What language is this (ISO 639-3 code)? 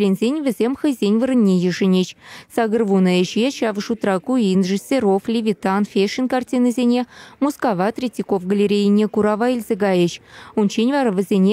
chv